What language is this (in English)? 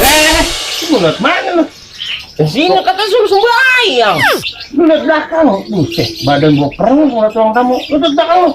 Betawi